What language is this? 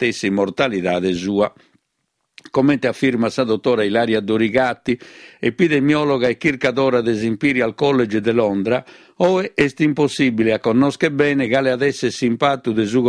Sardinian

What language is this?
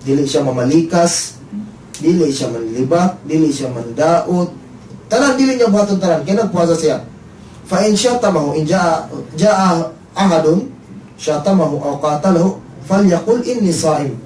Cebuano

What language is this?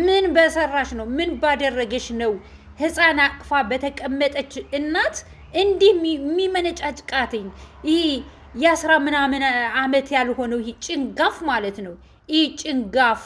Amharic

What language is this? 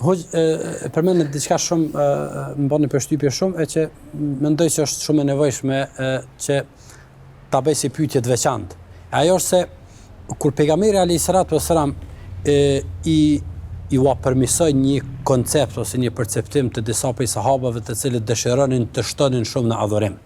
Albanian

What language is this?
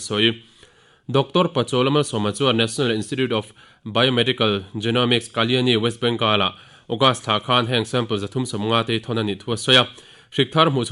Mizo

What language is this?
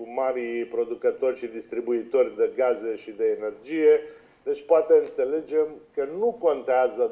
Romanian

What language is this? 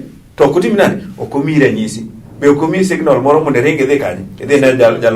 Luo (Kenya and Tanzania)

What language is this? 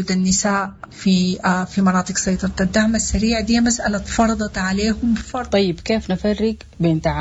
Sudanese Arabic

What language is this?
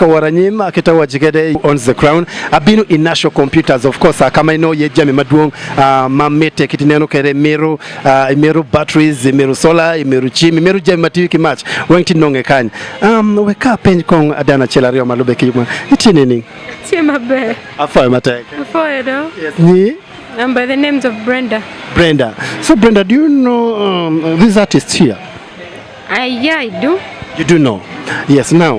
Acoli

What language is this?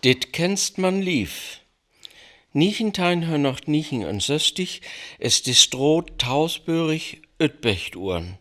Northern Frisian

